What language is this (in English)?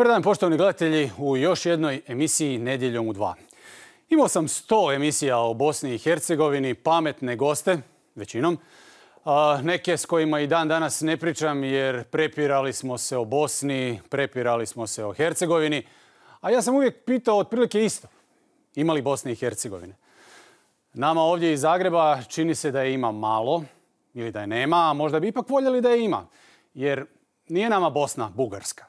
Croatian